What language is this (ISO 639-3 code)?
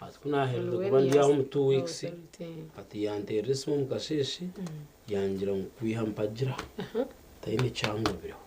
nyn